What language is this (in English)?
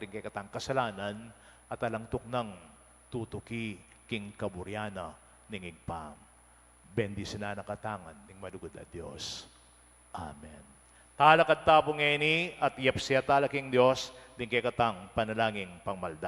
Pampanga